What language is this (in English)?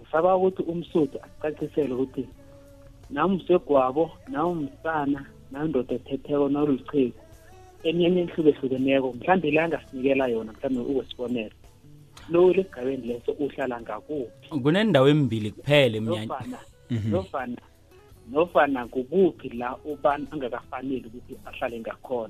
South Ndebele